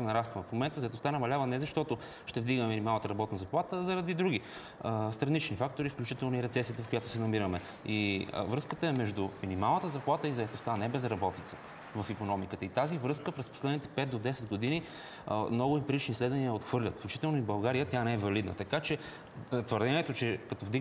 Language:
Bulgarian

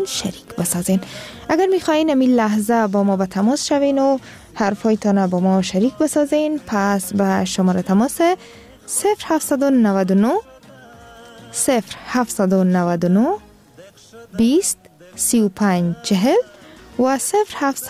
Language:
Persian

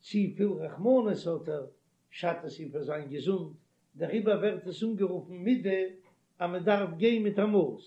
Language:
Yiddish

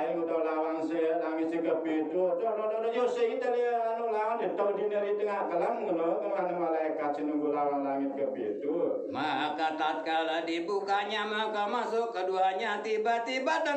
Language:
Sasak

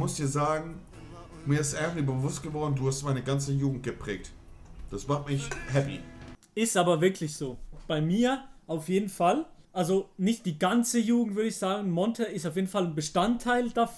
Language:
Swiss German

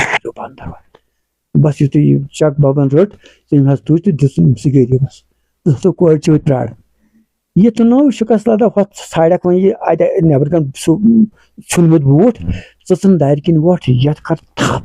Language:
Kashmiri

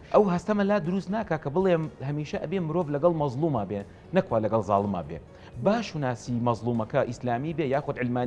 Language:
Central Kurdish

